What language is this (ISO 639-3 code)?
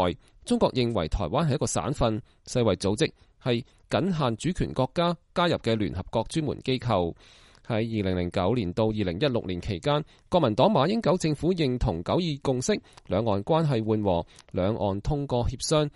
yue